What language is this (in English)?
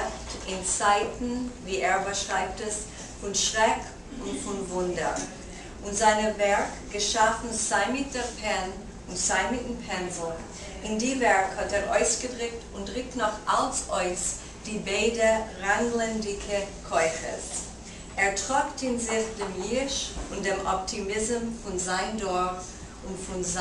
Yiddish